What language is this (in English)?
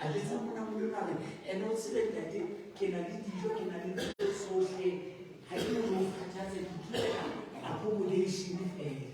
Southern Sotho